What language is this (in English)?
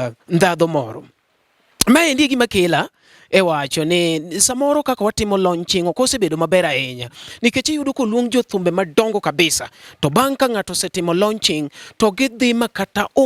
Luo (Kenya and Tanzania)